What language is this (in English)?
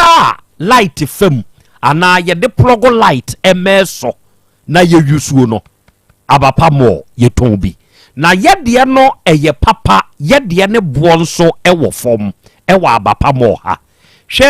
Akan